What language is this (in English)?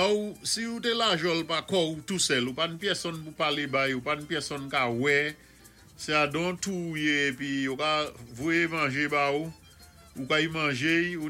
Saint Lucian Creole French